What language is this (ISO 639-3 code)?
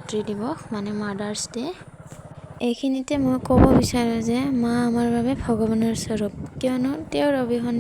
asm